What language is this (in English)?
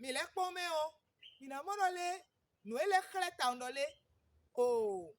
Fon